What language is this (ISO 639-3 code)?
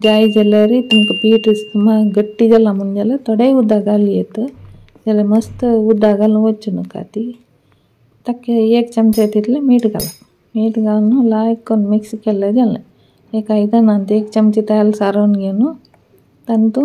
kok